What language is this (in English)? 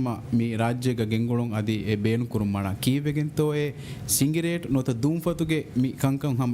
Divehi